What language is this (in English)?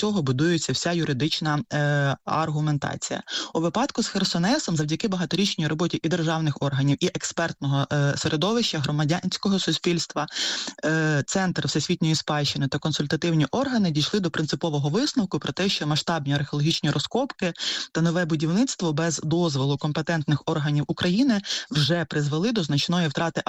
Ukrainian